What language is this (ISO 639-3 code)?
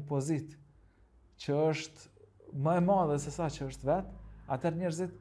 sqi